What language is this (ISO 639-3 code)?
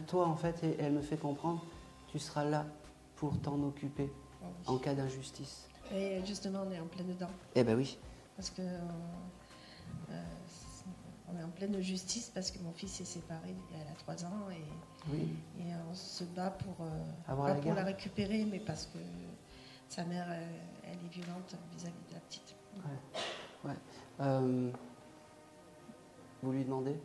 fra